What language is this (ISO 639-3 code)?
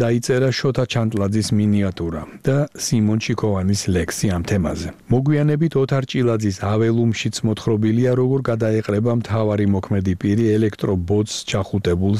kat